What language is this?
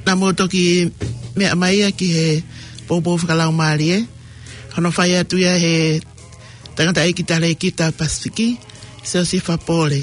Tongan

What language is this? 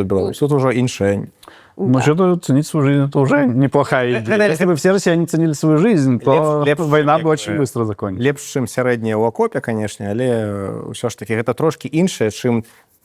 Belarusian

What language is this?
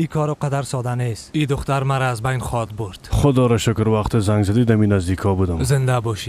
Persian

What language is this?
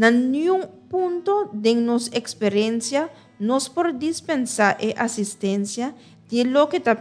Papiamento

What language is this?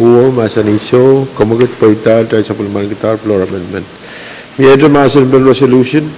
Pohnpeian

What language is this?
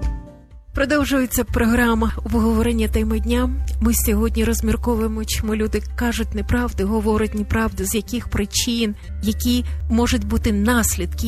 Ukrainian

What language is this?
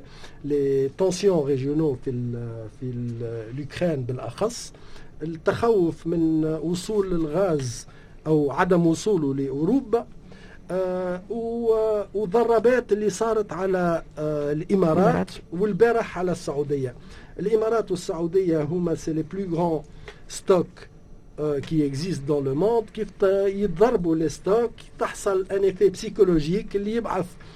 Tunisian Arabic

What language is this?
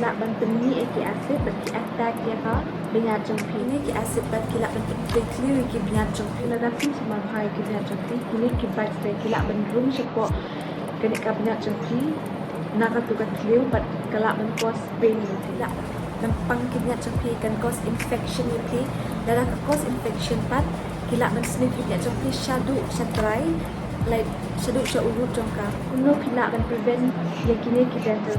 Khasi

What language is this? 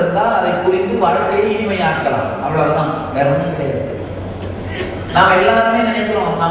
Tamil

